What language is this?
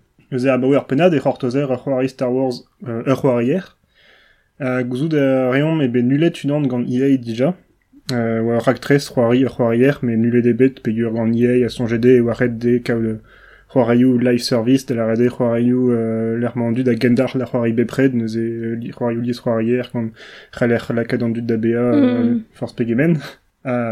Breton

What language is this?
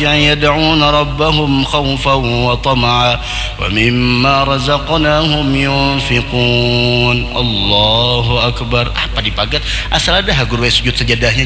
Banjar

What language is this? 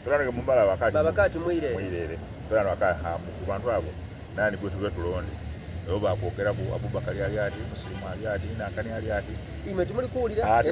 Soga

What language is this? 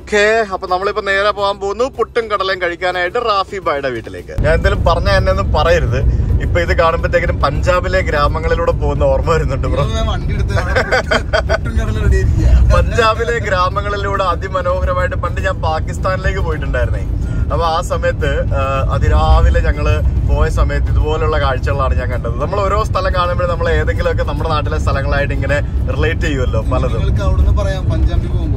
Malayalam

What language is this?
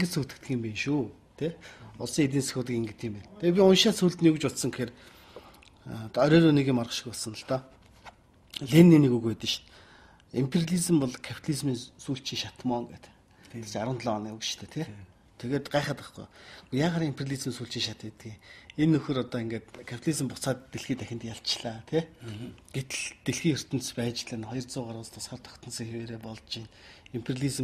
Mongolian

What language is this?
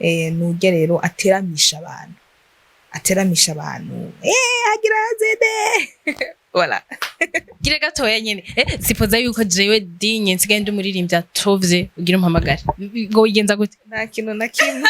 Rundi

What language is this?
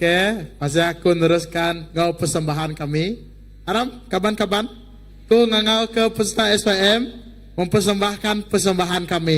Iban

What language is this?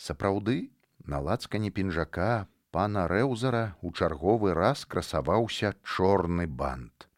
Belarusian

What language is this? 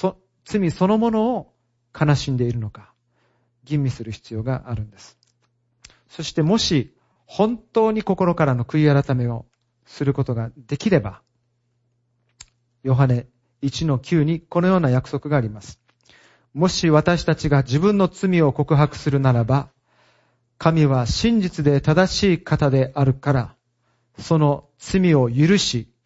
Japanese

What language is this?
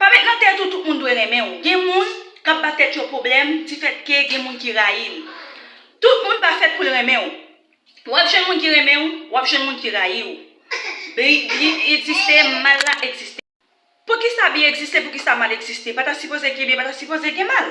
Haitian Creole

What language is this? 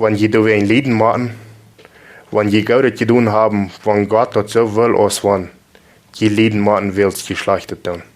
Plautdietsch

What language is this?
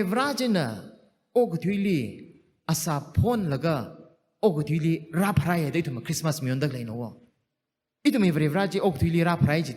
Tangkhul Naga (India)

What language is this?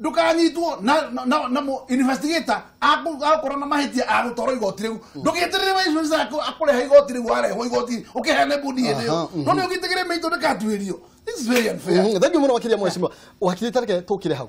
Kikuyu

